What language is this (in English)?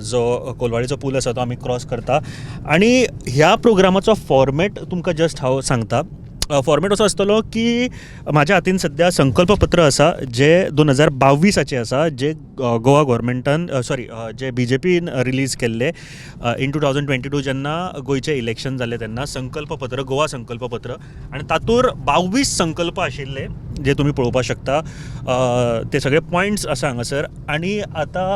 Konkani